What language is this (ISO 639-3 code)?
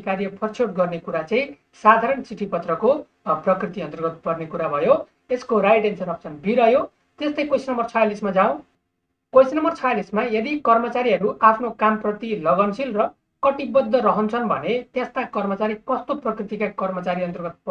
nep